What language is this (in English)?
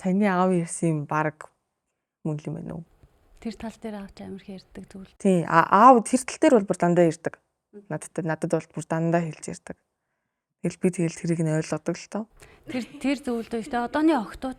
Mongolian